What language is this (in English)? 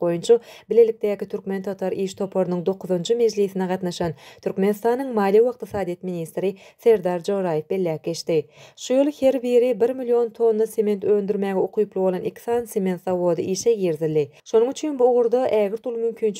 Turkmen